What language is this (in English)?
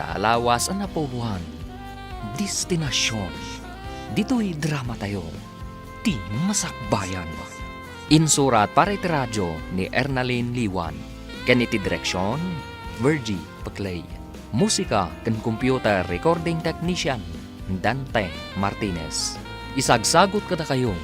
Iloko